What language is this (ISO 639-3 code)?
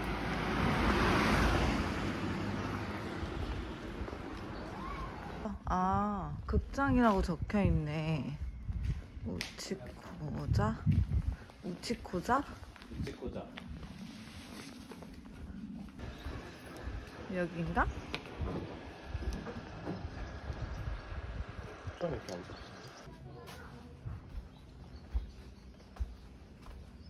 kor